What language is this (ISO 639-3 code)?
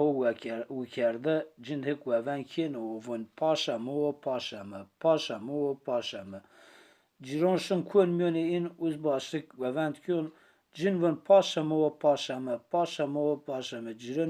zza